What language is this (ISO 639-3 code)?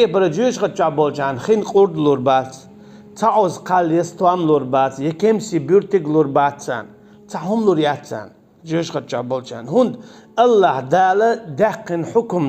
che